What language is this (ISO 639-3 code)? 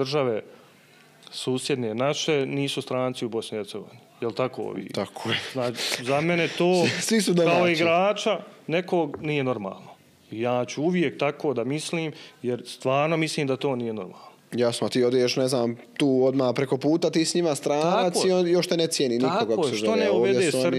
bos